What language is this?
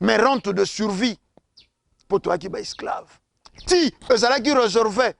Lingala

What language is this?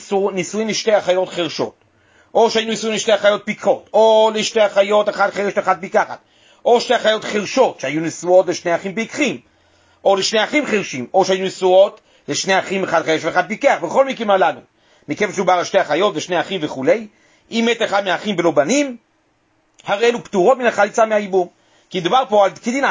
Hebrew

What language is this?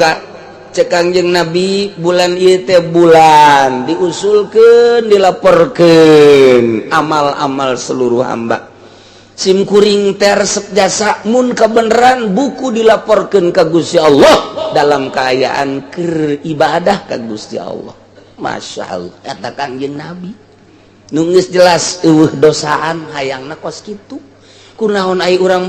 Sundanese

